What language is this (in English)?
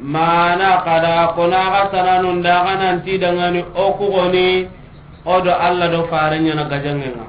Soninke